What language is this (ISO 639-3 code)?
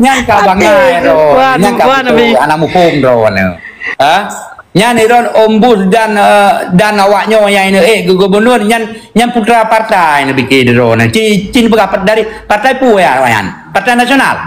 ace